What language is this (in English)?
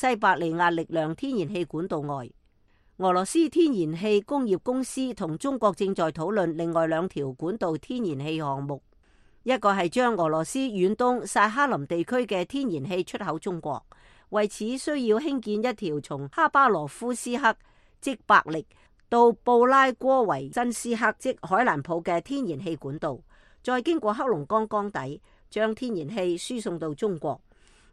Cantonese